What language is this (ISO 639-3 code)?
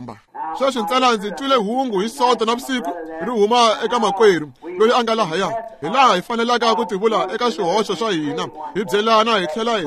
tso